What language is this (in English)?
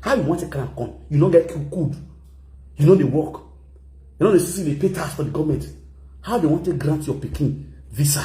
Nigerian Pidgin